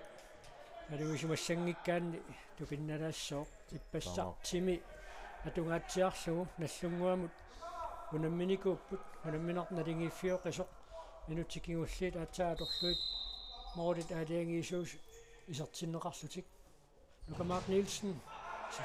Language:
Kalaallisut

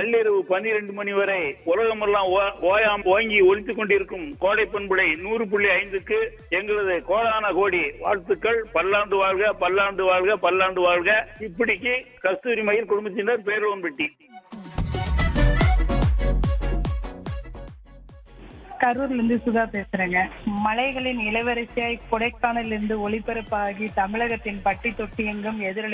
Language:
Tamil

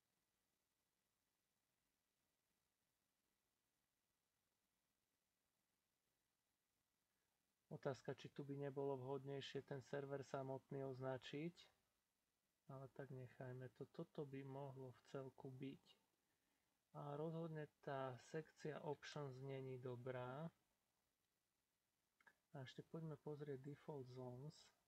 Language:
Slovak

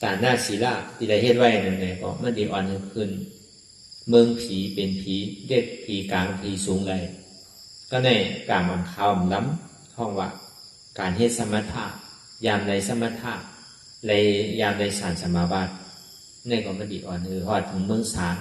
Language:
Shan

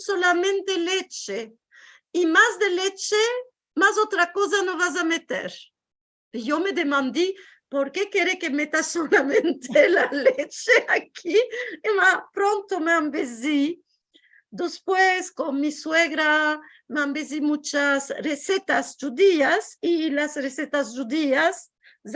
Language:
Ladino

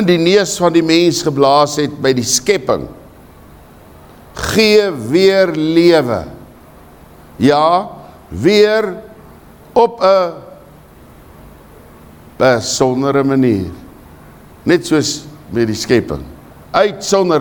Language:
Afrikaans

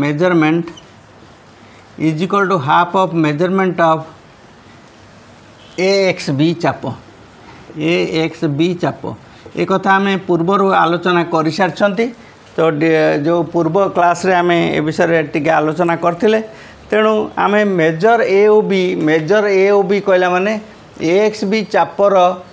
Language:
Odia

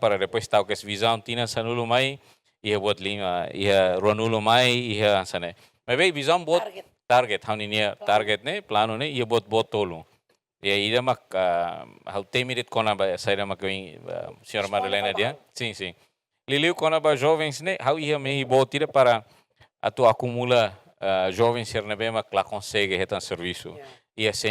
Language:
Tetum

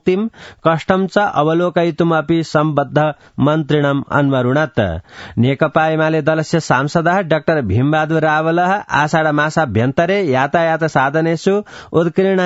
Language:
Sanskrit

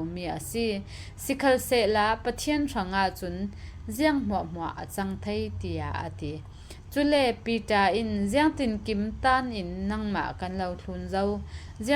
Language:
Falam Chin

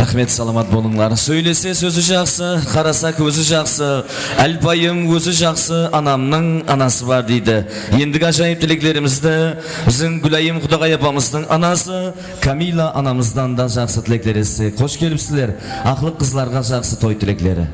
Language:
Kara-Kalpak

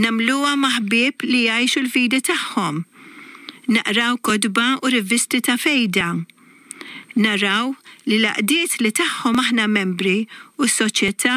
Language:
Maltese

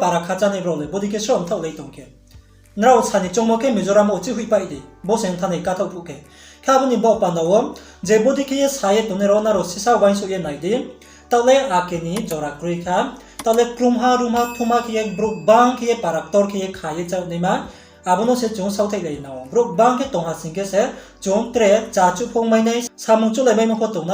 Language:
Riang (India)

